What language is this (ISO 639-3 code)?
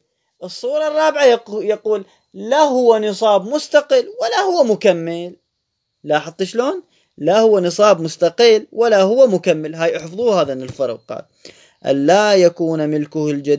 ary